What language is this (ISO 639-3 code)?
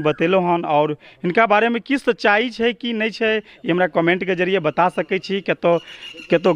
mai